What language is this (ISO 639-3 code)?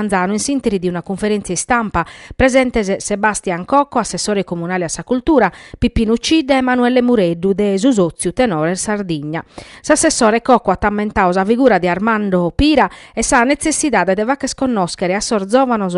srd